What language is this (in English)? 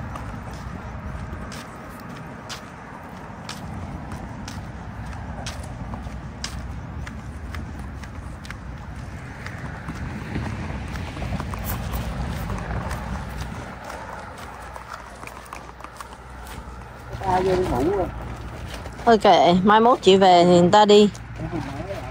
Vietnamese